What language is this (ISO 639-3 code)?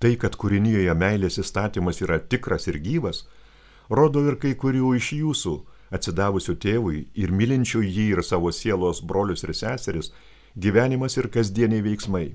lit